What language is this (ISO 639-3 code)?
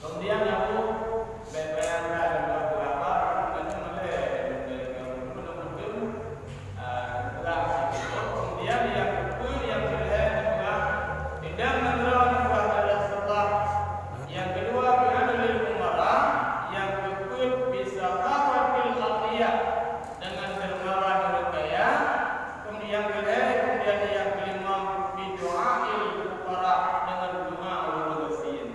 ace